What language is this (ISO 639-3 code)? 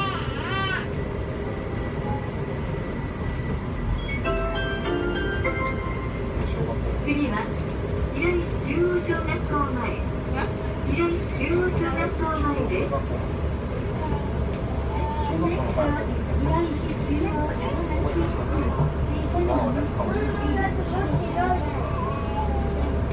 jpn